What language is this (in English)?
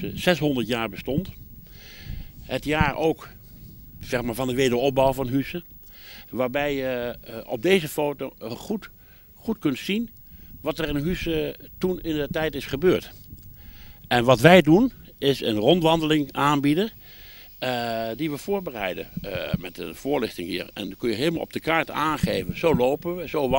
Dutch